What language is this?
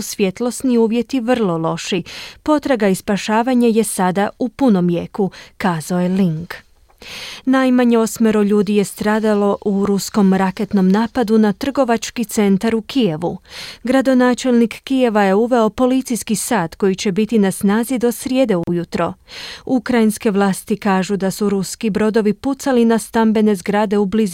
Croatian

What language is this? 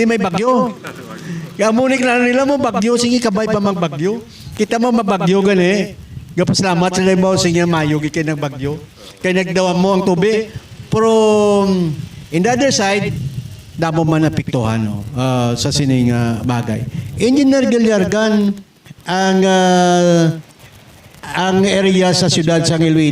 Hiligaynon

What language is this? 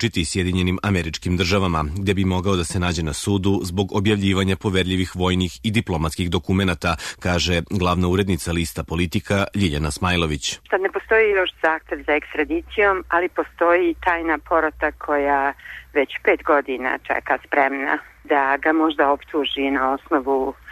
Serbian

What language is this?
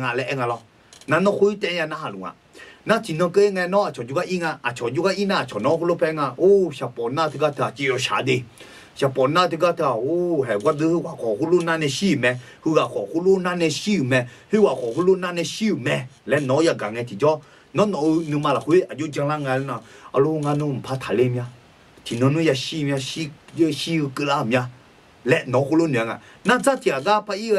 Akha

